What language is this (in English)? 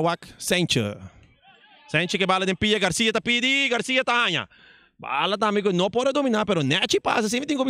Papiamento